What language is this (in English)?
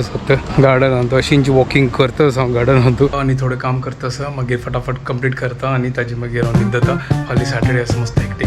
Konkani